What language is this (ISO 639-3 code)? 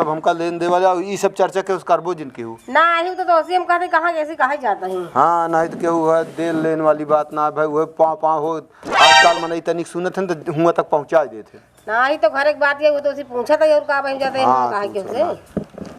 awa